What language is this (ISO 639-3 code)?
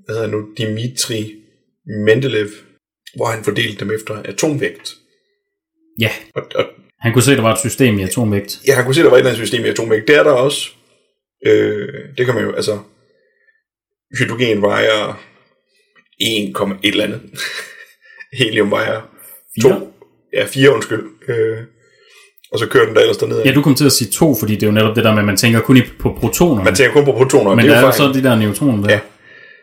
dan